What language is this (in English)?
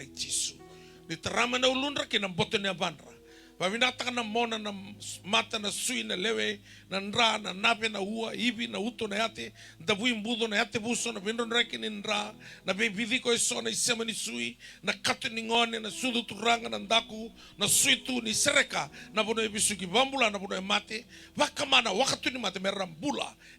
Fijian